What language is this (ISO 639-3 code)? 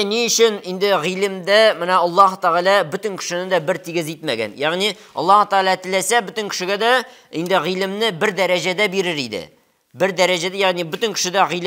tat